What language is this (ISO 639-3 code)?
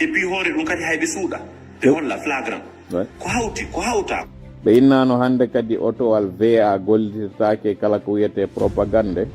ful